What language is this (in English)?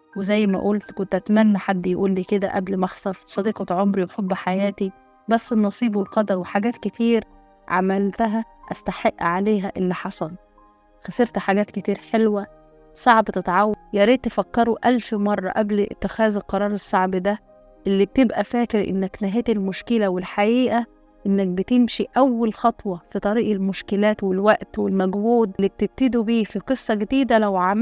Egyptian Arabic